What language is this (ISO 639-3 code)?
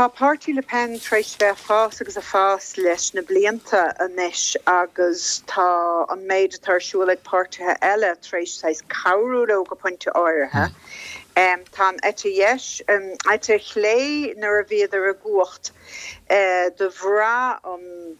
gle